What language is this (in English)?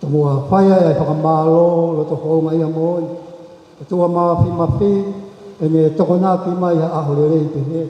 Tongan